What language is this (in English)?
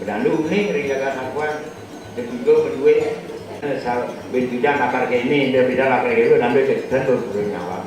Balinese